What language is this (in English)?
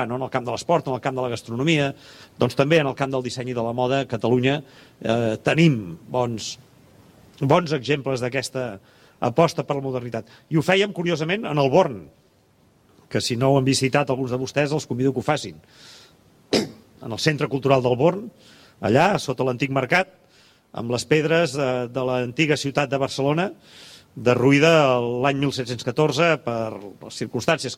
Catalan